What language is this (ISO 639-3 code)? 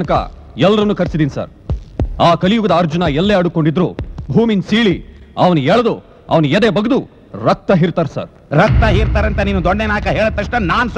kan